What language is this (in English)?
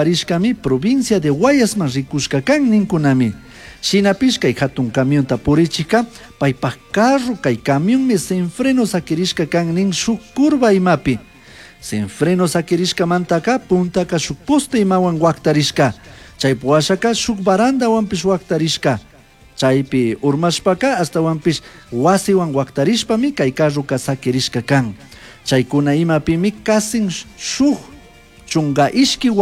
Chimborazo Highland Quichua